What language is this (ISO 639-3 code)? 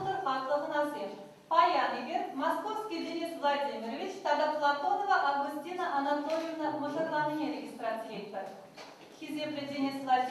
chv